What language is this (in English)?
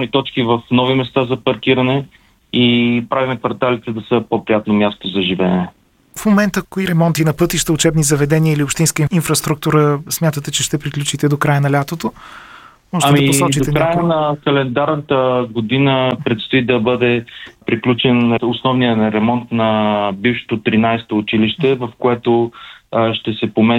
Bulgarian